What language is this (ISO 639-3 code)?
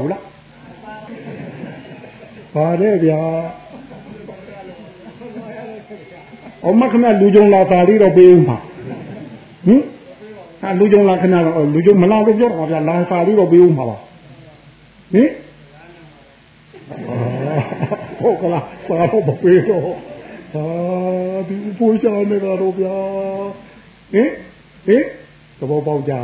mya